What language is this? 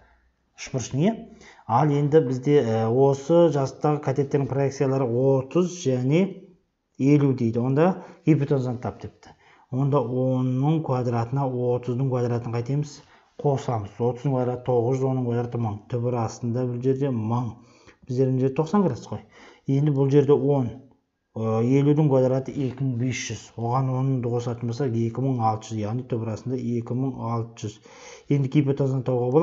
Kazakh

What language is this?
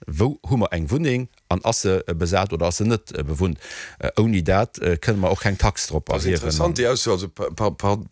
Luxembourgish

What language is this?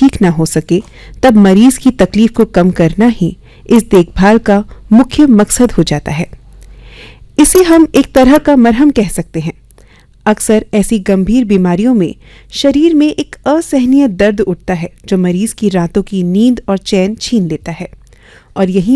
Hindi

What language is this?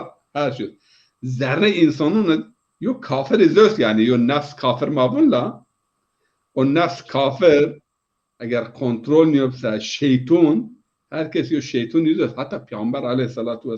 Zaza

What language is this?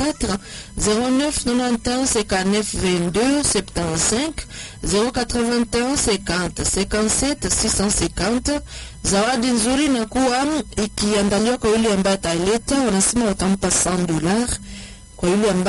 Swahili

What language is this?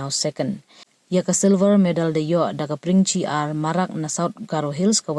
Pnar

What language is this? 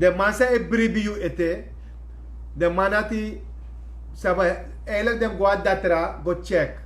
Sranan Tongo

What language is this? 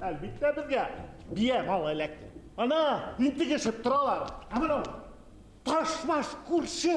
Bashkir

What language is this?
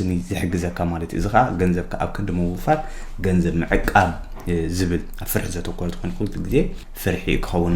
Tigrinya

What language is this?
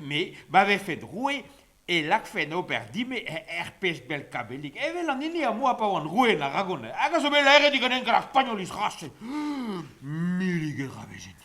Breton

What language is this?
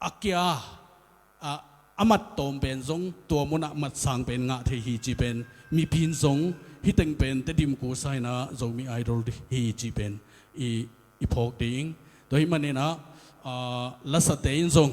Tedim Chin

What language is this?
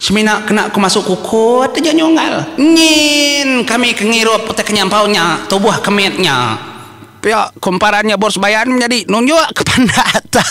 Iban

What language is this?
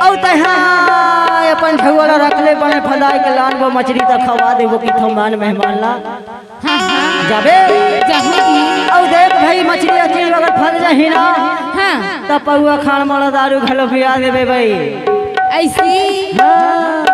Chhattisgarhi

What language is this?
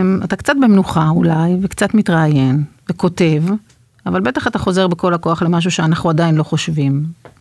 Hebrew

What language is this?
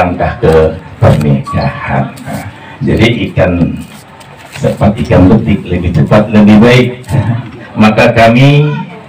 Betawi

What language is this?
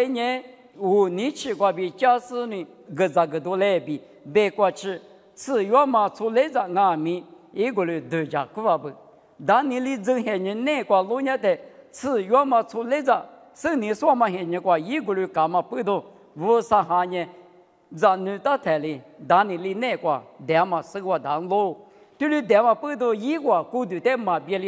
Lisu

